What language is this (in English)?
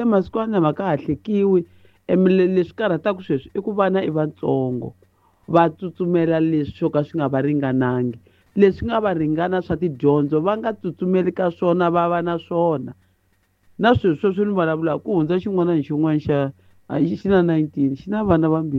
Tsonga